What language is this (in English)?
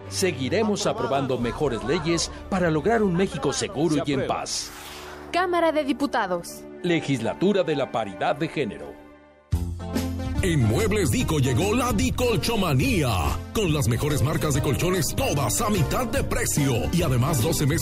Spanish